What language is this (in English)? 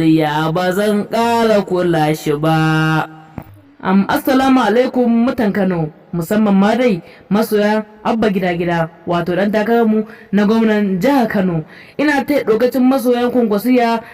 Hausa